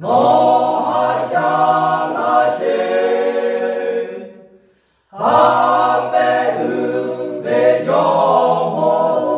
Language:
Lahu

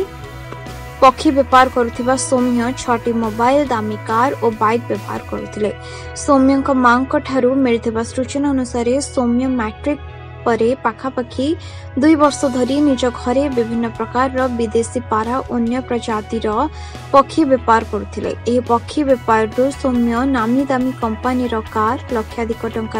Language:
Odia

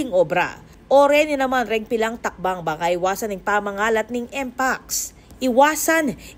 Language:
Pampanga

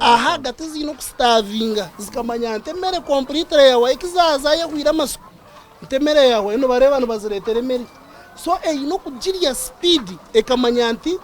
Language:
Nyankole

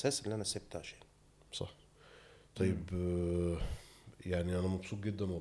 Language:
Egyptian Arabic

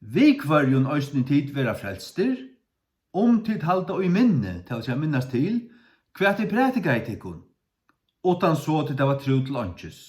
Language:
Faroese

